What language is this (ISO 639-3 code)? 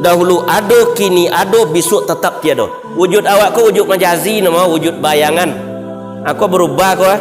min